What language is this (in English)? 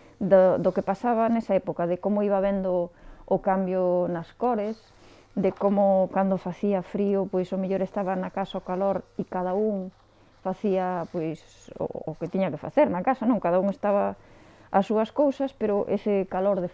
Galician